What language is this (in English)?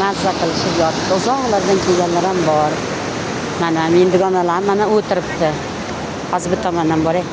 Uzbek